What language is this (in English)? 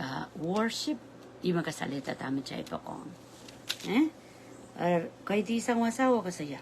Pohnpeian